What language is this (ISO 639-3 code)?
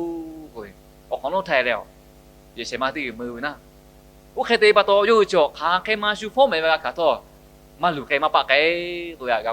lhu